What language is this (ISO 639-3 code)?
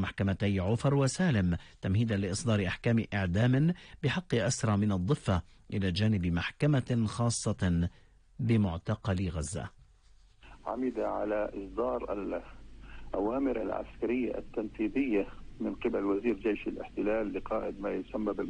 ara